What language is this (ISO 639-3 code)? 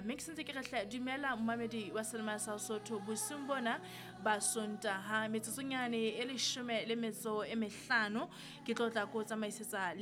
sot